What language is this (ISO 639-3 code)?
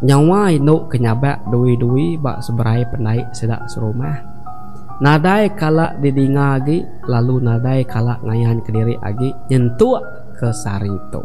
iba